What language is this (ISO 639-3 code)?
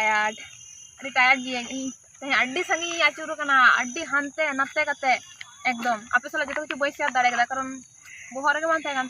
sat